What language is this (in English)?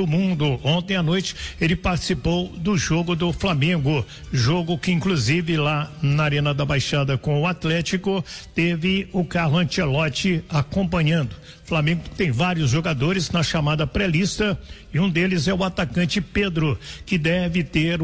Portuguese